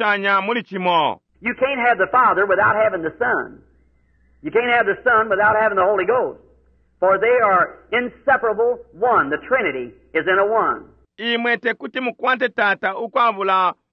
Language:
Bemba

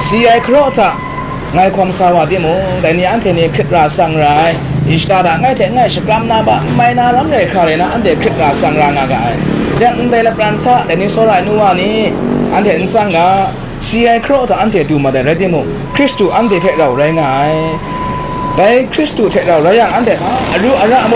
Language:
Kachin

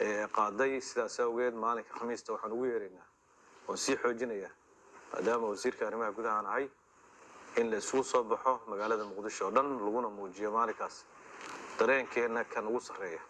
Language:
Somali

